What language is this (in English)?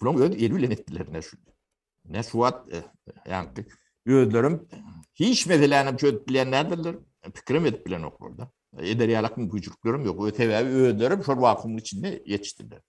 Turkmen